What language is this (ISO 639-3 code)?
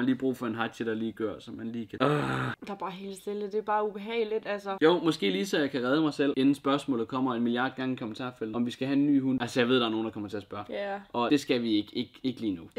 dan